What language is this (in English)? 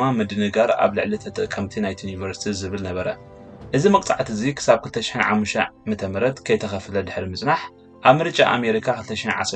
Tigrinya